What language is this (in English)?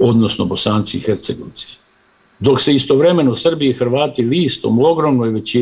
Bosnian